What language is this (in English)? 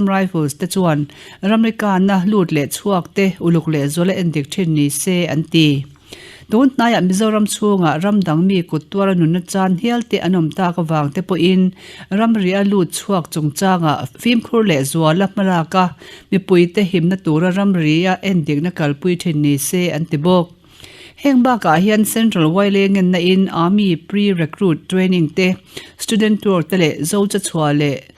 Mizo